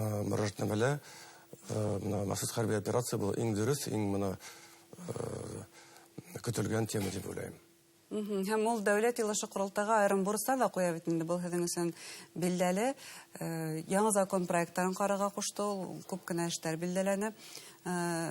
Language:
Bashkir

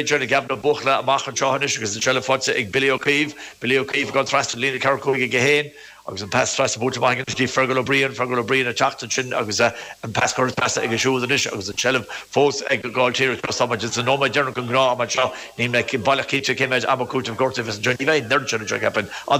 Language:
Irish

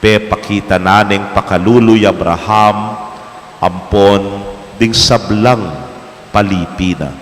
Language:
Pampanga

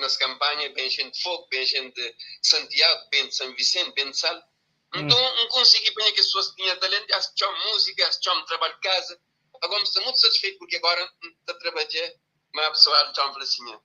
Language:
Kabuverdianu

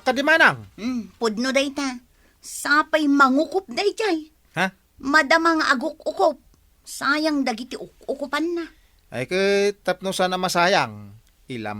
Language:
Iloko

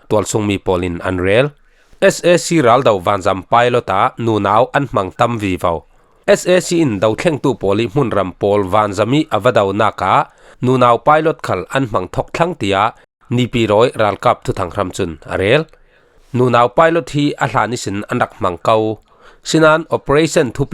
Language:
Falam Chin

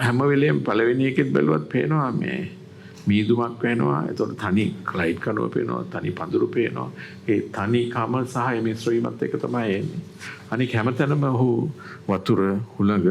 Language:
Sinhala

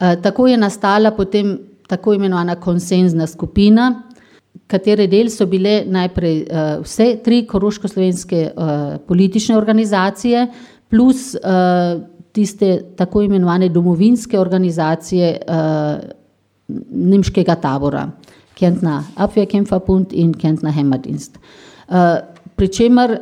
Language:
Slovenian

